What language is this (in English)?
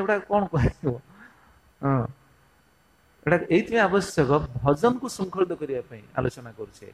Odia